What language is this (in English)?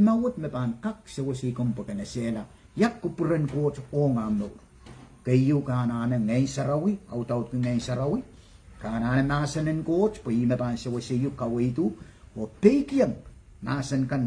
Pohnpeian